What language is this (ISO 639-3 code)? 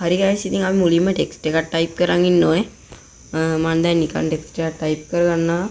sin